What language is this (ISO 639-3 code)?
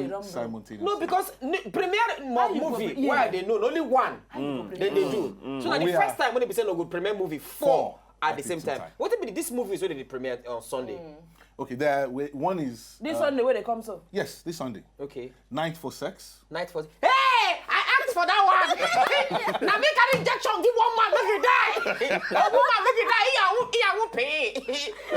pcm